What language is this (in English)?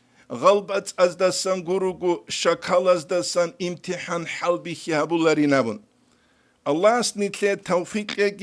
Avaric